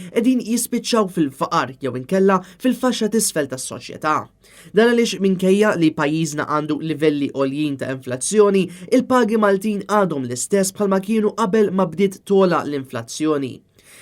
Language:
Maltese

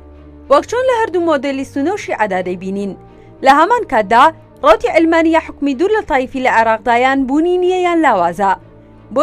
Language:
Central Kurdish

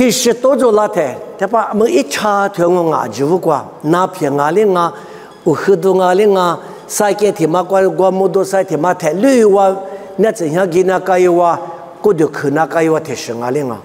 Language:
Lisu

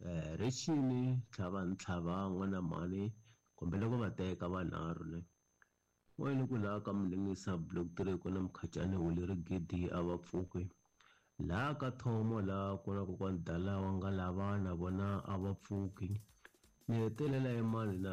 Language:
Tsonga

